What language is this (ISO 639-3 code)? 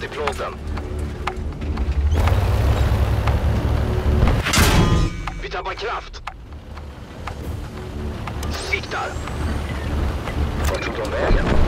swe